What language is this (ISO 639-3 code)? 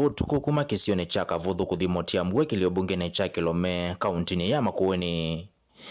kam